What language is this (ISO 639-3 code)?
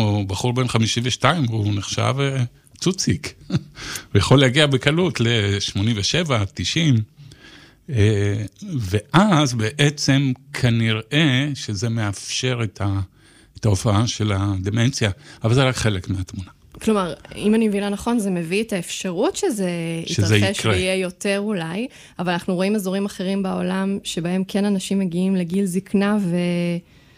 heb